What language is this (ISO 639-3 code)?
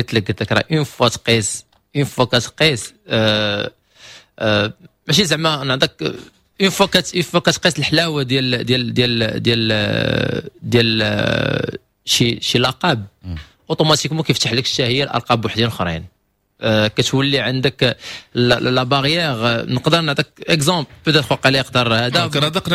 ary